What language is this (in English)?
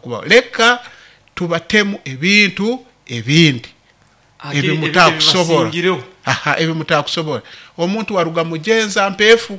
Nyoro